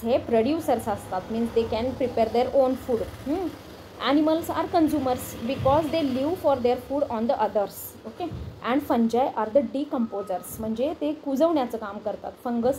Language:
Marathi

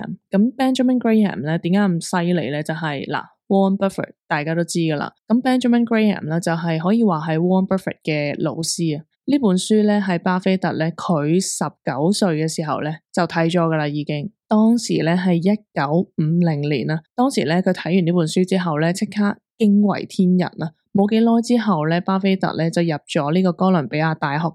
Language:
Cantonese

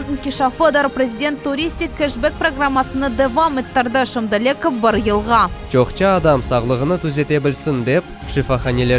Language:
Crimean Tatar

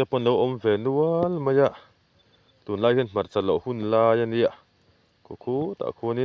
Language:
Mizo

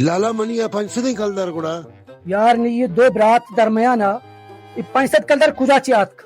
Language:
Baluchi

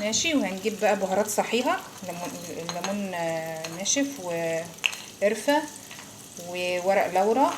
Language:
Egyptian Arabic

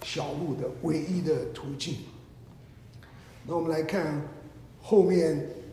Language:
Chinese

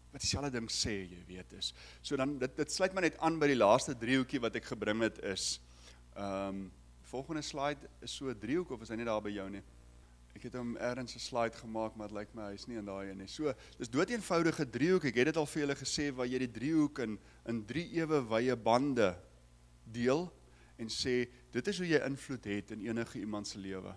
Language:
Afrikaans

